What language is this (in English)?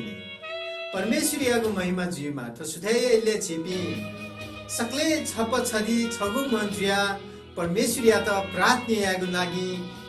Newari